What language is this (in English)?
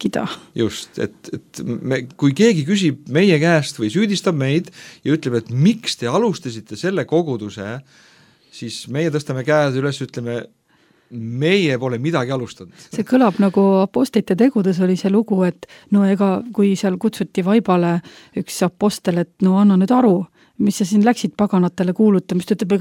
Estonian